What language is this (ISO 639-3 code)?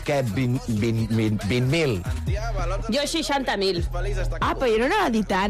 cat